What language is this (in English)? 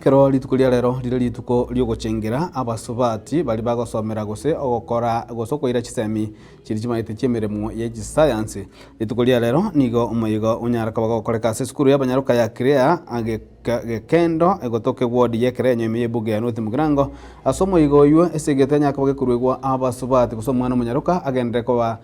Gusii